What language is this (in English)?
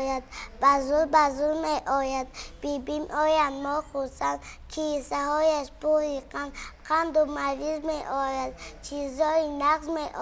Tajik